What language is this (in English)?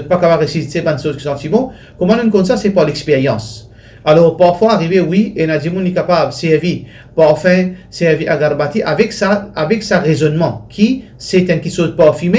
Morisyen